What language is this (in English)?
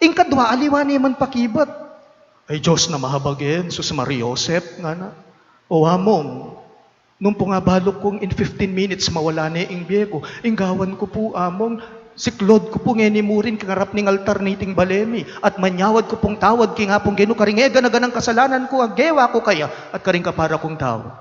Pampanga